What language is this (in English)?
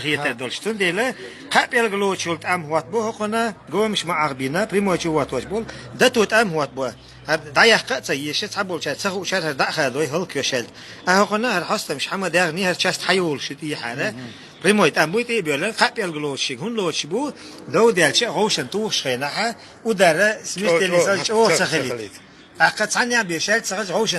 Chechen